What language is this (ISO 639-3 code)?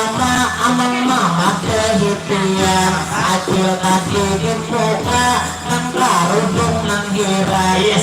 bjn